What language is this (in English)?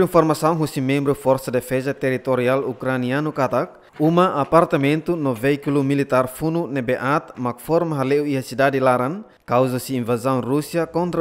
Tetum